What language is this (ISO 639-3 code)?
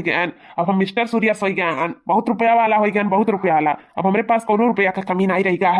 awa